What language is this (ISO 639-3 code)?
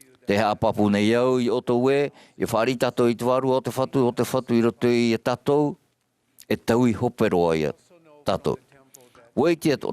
tah